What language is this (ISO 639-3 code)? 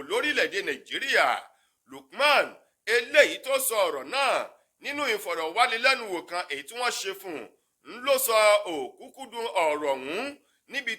yor